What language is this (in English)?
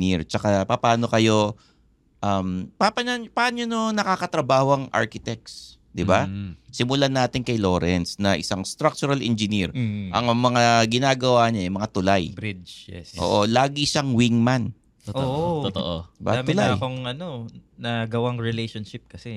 Filipino